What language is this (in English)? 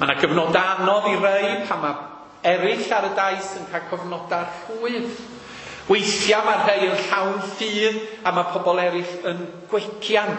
Welsh